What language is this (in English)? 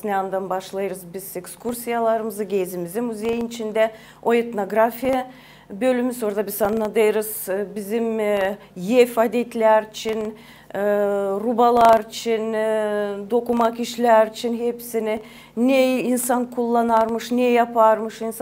Gagauz